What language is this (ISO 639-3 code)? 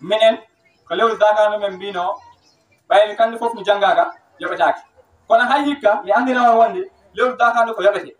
ful